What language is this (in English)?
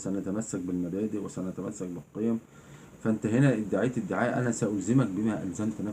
Egyptian Arabic